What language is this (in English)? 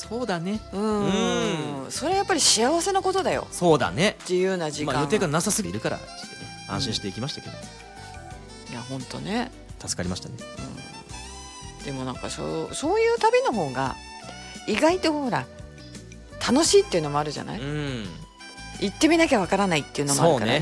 Japanese